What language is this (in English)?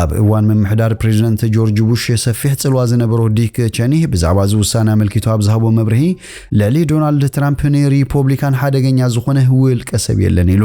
Tigrinya